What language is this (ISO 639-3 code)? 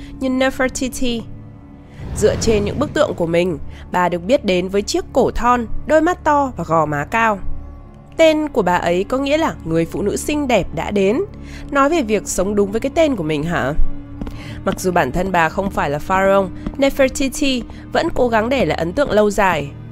vie